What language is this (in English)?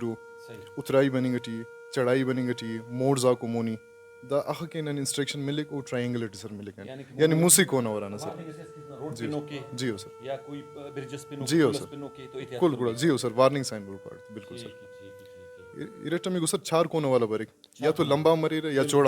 Brahui